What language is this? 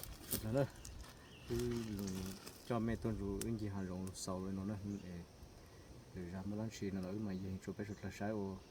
Hmong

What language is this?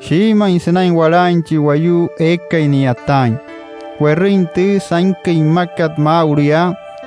Wayuu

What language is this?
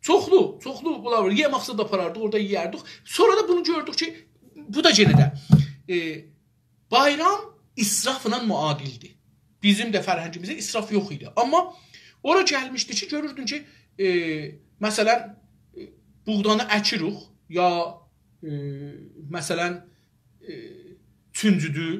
South Azerbaijani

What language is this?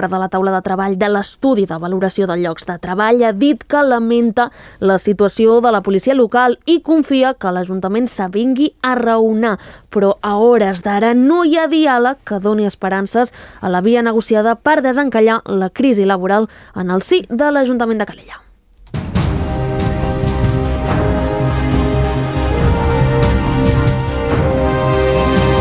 Catalan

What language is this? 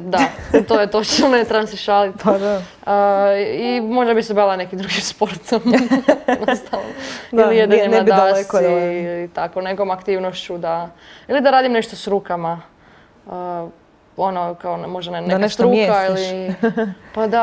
Croatian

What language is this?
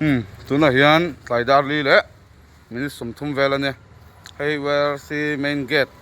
Mizo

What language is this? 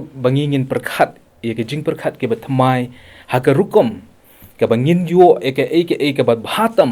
Khasi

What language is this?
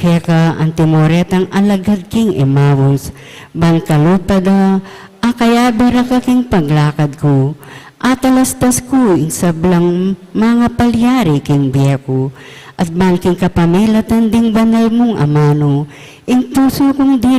Pampanga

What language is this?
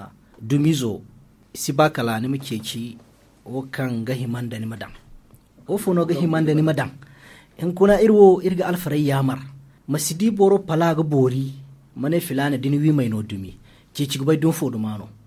Zarma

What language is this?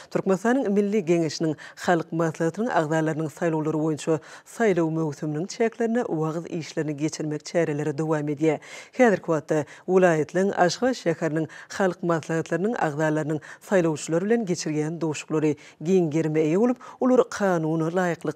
Turkmen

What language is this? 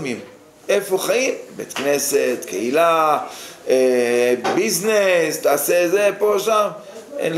Hebrew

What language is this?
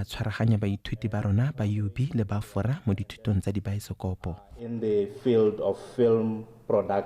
Tswana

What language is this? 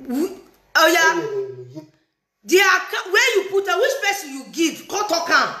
Nigerian Pidgin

